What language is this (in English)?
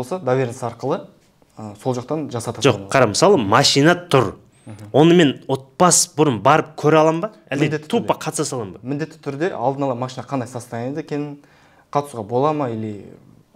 Kazakh